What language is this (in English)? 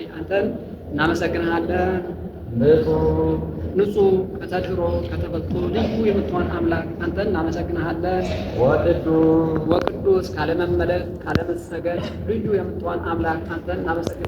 Amharic